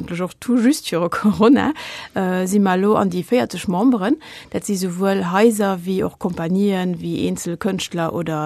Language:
Luxembourgish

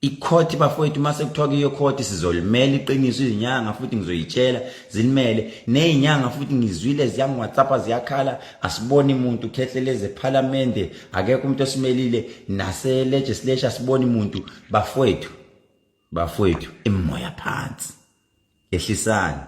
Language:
Zulu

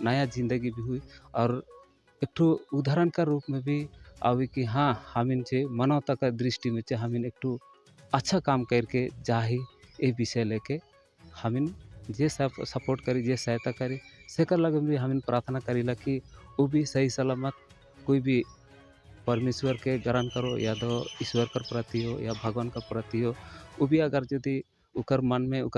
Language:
Sadri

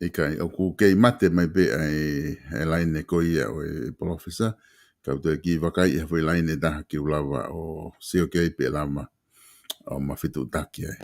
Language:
Tongan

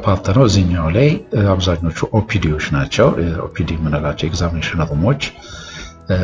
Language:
Amharic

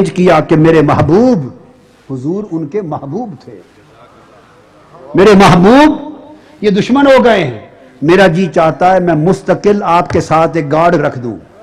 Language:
Urdu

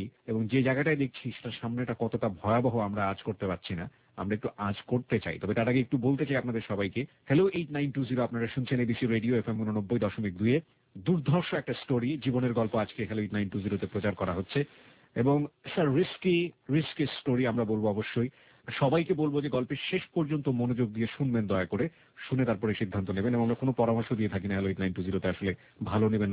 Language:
Bangla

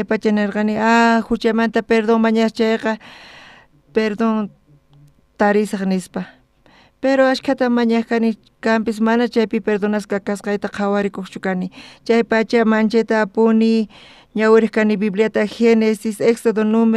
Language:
South Bolivian Quechua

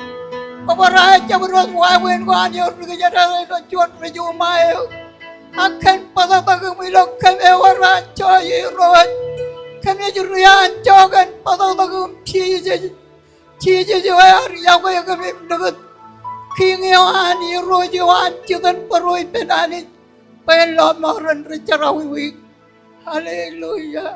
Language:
Marshallese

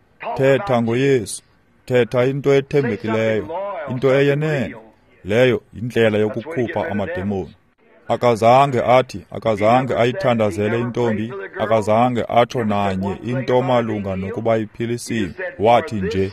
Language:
Xhosa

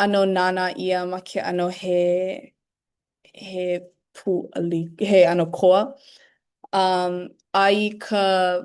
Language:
Hawaiian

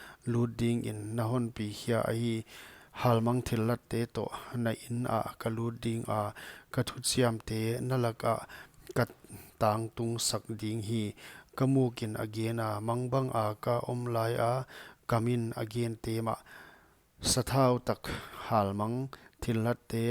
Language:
Paite Chin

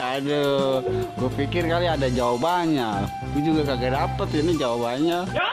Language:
Betawi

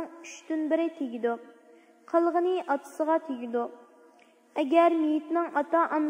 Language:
Uyghur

